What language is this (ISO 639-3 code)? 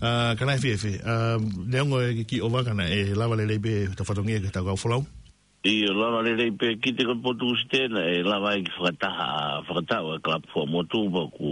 ton